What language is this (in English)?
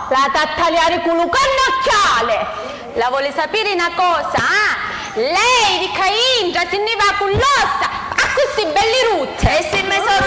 Sicilian